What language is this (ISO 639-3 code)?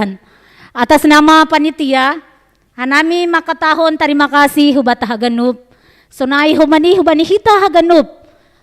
bts